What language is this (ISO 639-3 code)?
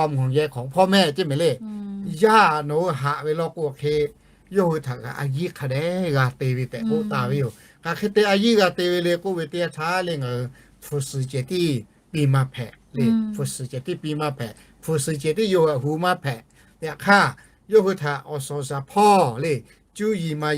lhu